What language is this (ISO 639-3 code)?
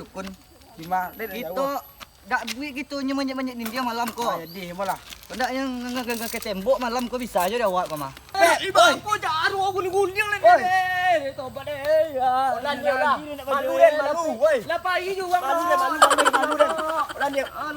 min